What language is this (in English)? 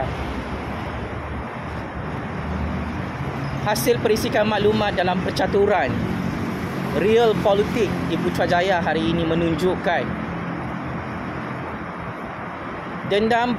Malay